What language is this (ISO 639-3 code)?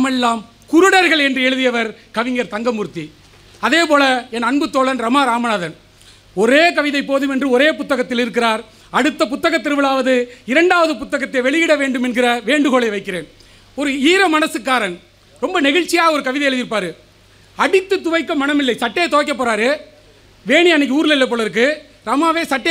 tam